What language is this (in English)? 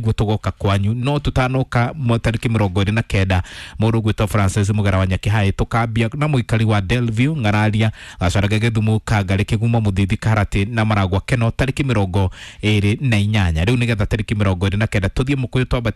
Kikuyu